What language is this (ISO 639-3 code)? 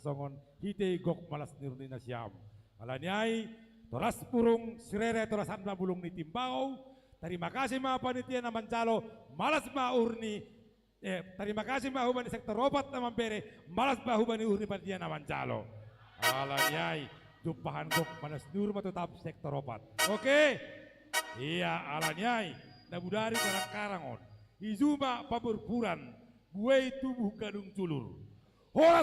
bts